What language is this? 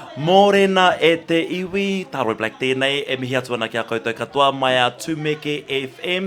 Māori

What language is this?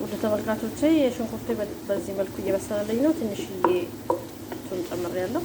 Amharic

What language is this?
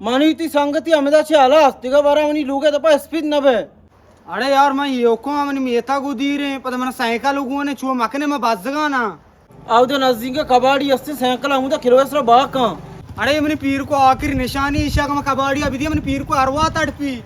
Baluchi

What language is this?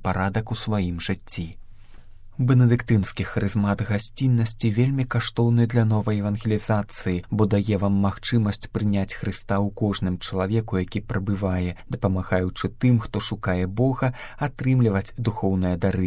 Belarusian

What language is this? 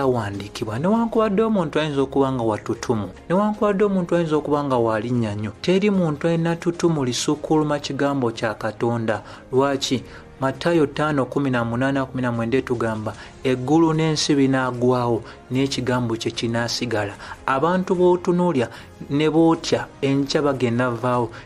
Ganda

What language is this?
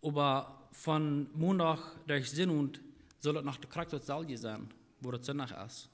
Plautdietsch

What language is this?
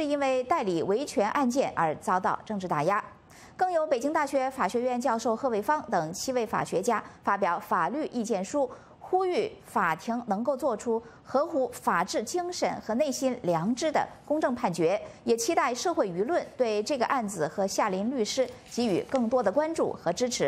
Chinese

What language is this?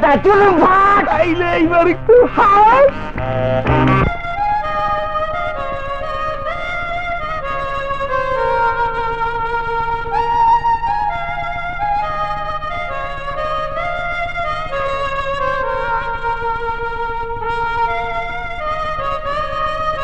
Bangla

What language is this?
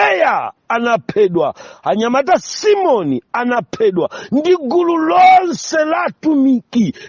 Nyanja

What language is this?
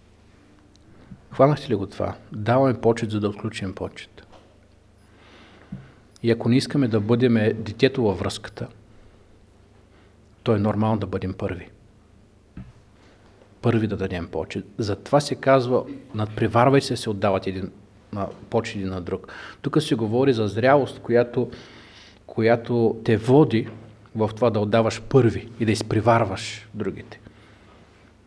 Bulgarian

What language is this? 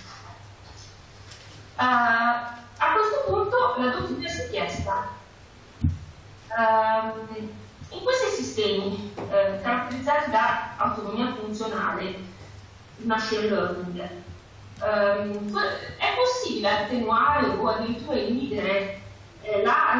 Italian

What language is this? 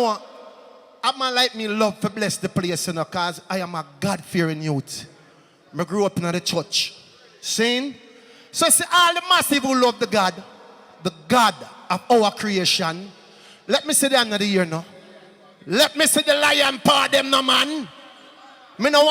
Jamaican Creole English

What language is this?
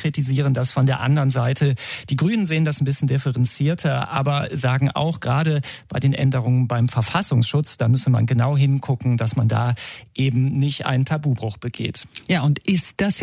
German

